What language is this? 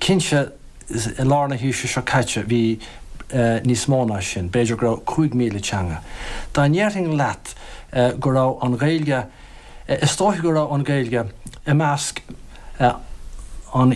Irish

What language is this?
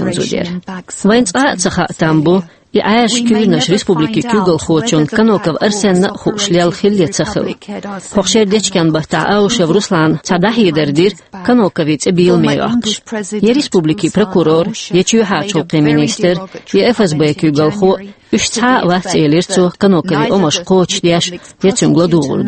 Chechen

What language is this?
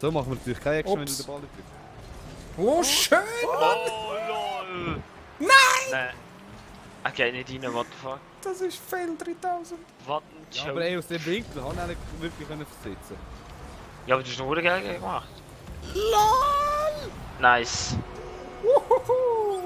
Swiss German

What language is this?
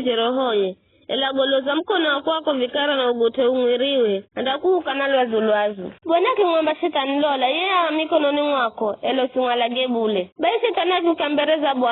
Giryama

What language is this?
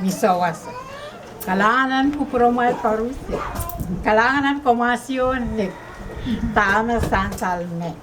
Pohnpeian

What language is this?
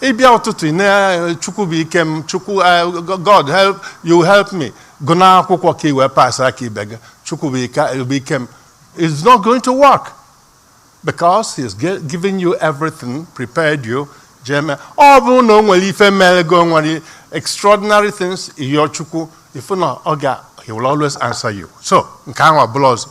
Igbo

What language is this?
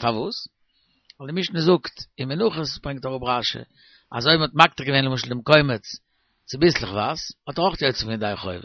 Yiddish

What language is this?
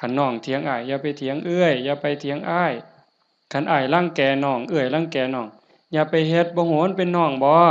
Lao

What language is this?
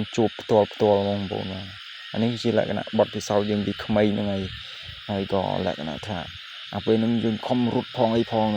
Khmer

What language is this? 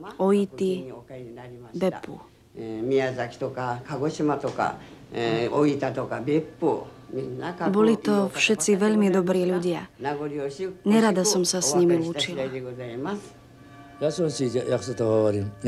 Slovak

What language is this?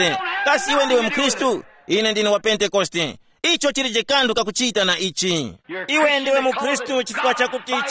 Tumbuka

